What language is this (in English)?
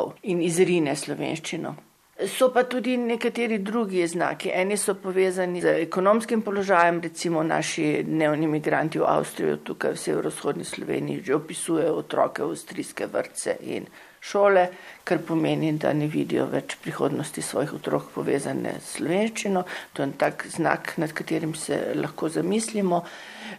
Slovenian